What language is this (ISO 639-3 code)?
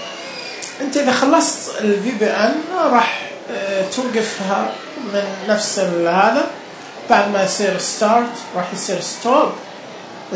ars